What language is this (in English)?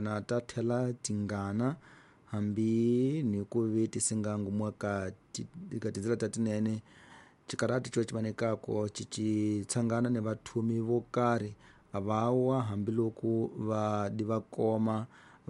Tsonga